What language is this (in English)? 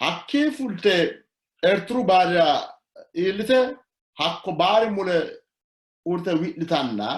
Sidamo